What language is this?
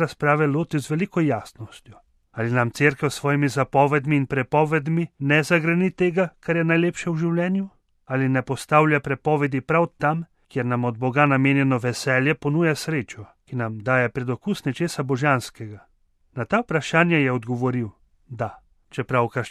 Slovenian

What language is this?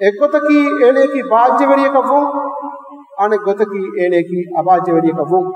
Divehi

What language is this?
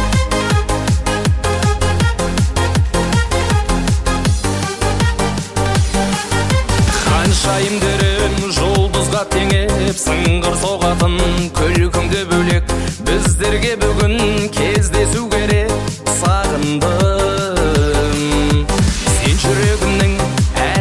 Kazakh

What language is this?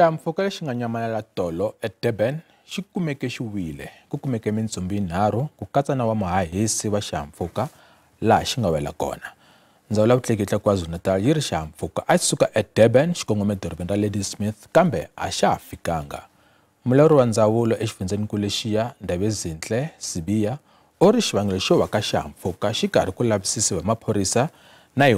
Tsonga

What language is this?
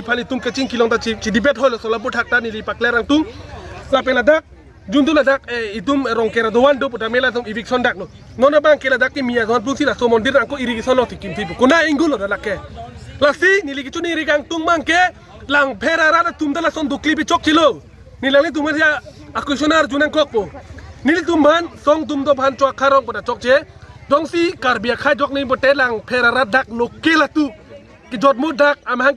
Karbi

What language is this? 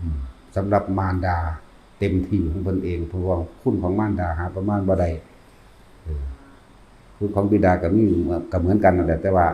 Northeastern Thai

